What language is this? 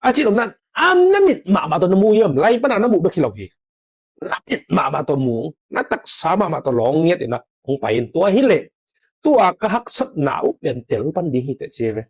Tedim Chin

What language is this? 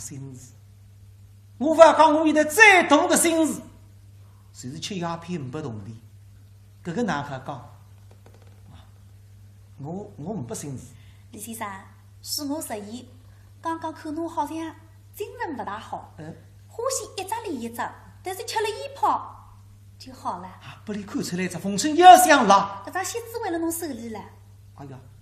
Wu Chinese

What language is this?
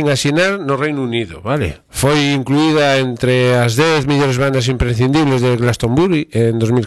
Galician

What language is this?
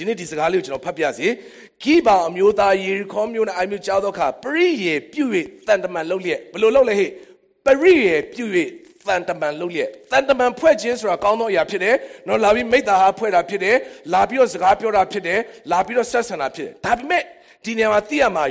Burmese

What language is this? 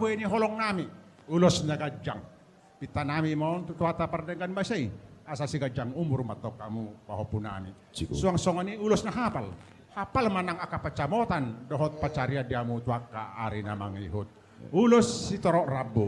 Batak Toba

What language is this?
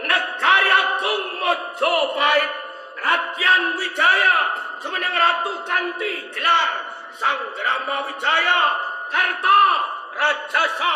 Javanese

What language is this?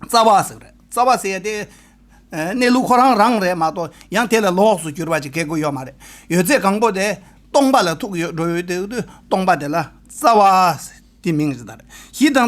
Tibetan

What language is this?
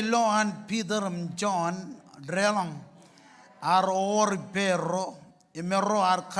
Marshallese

